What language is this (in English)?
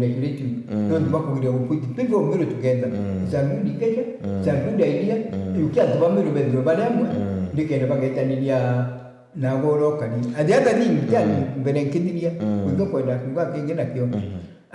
Meru